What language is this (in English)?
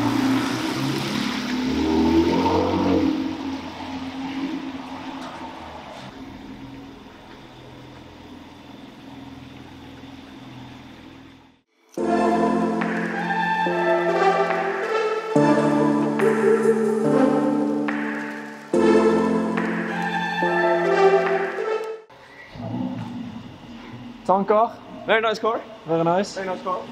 Norwegian